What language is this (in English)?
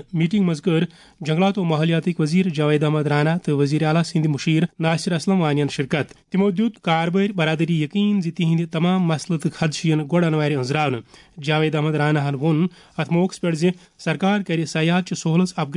Kashmiri